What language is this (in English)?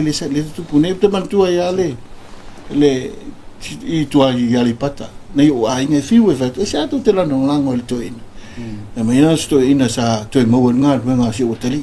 Samoan